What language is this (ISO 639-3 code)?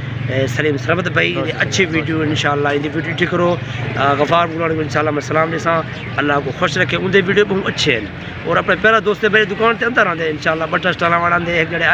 skr